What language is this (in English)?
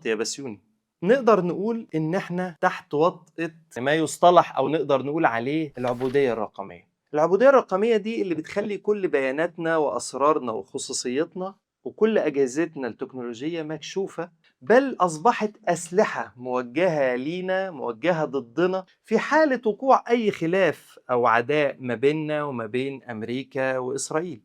Egyptian Arabic